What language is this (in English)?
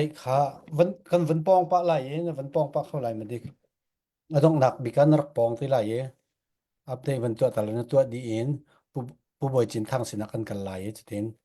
Falam Chin